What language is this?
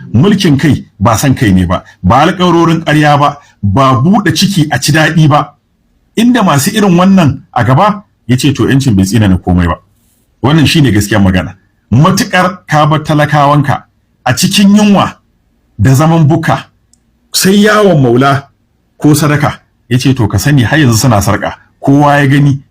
Hausa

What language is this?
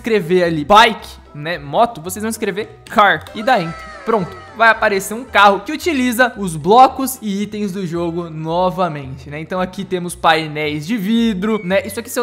Portuguese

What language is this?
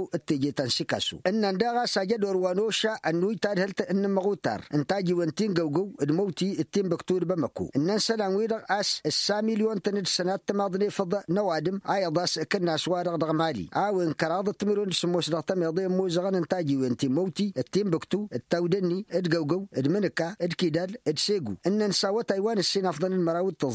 Tamasheq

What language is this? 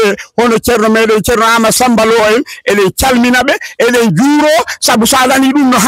Fula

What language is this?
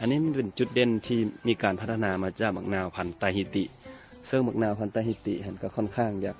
Lao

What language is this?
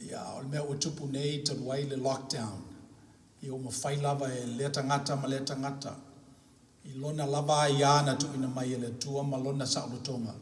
Samoan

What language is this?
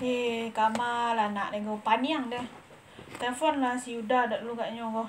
Minangkabau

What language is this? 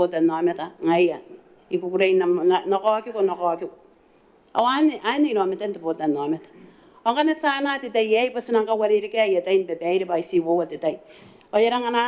Gilbertese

